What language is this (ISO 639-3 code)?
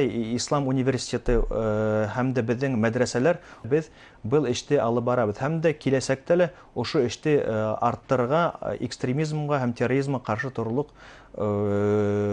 bak